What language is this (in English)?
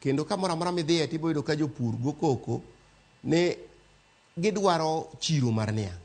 Luo (Kenya and Tanzania)